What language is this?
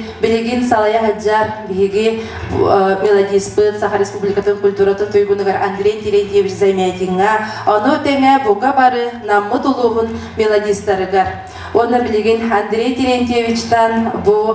Yakut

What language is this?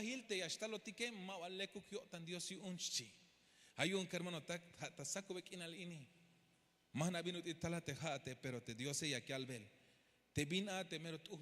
Tzeltal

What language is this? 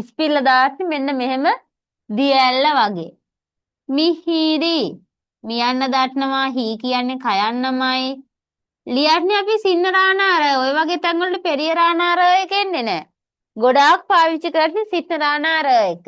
Sinhala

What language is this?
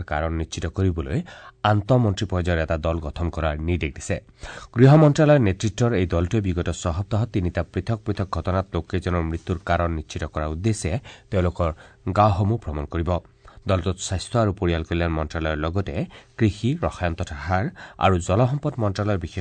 Assamese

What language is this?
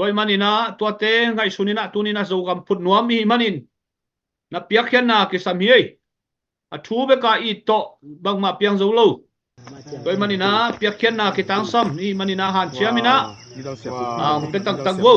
Tedim Chin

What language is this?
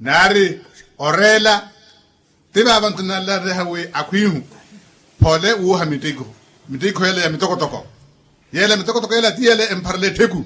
Makhuwa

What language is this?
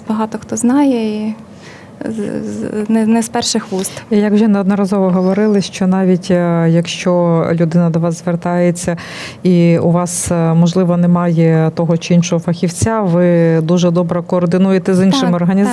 Ukrainian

